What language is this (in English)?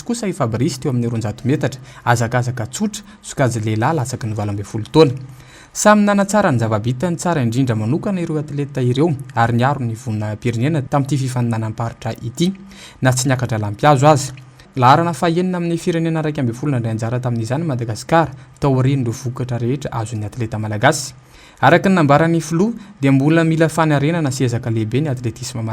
Malagasy